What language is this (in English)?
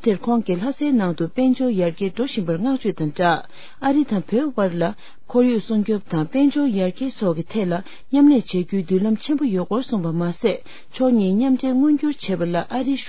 Tibetan